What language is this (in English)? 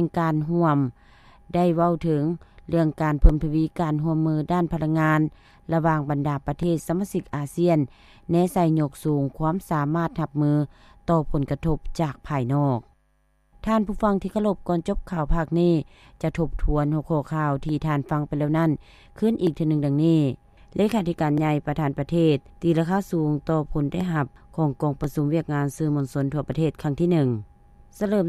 Lao